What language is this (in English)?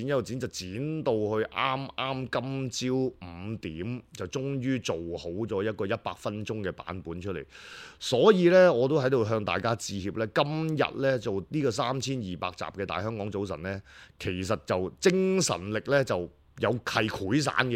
Cantonese